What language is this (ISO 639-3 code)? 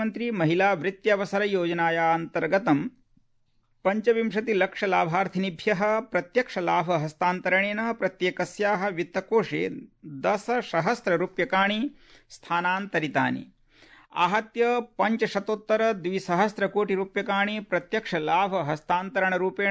san